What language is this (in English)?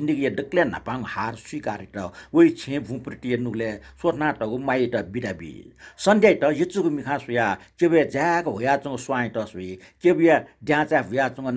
Newari